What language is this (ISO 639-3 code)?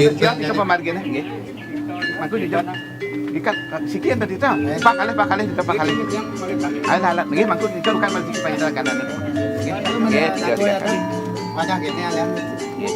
ban